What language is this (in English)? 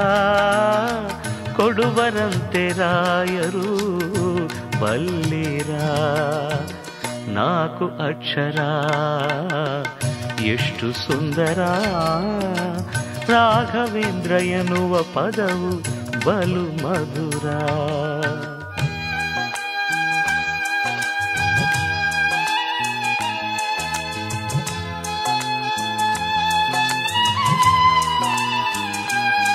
Kannada